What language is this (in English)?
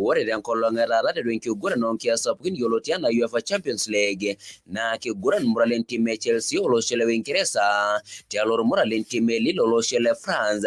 Masai